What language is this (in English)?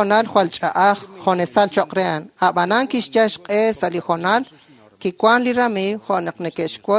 Kekchí